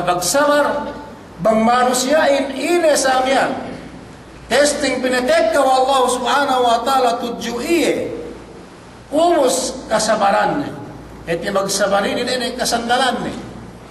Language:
Yakan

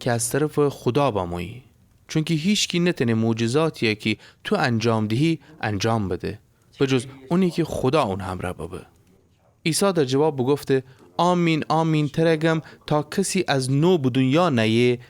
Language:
Gilaki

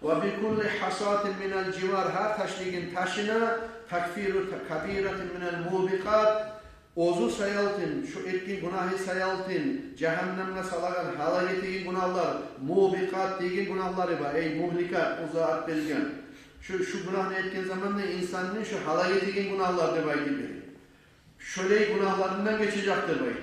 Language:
Kumyk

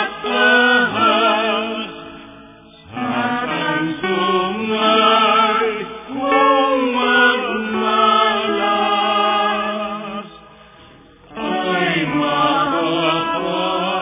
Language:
Filipino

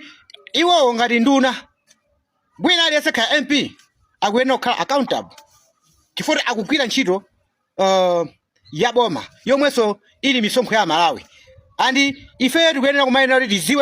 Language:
Nyanja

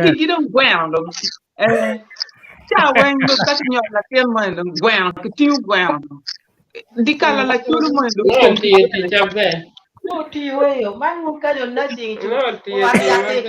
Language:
Acoli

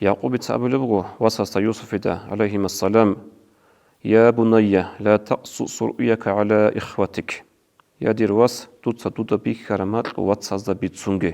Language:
Avaric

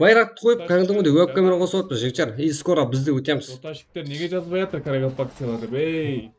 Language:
Kara-Kalpak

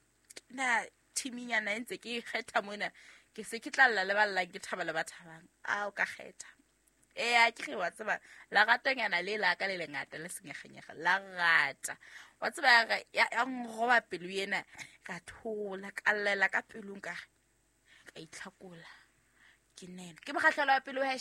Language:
Southern Sotho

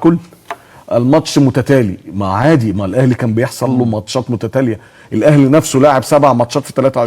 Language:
Egyptian Arabic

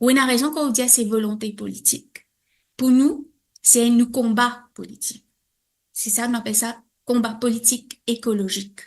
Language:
Morisyen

